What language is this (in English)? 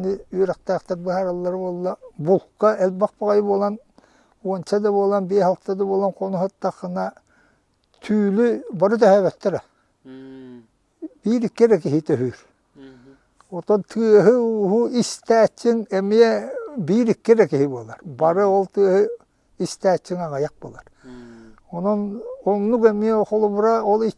Yakut